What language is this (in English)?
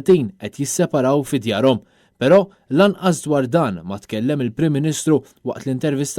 Maltese